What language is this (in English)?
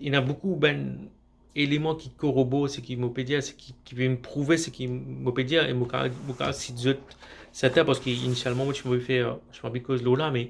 Morisyen